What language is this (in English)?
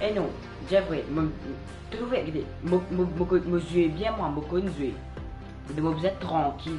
Morisyen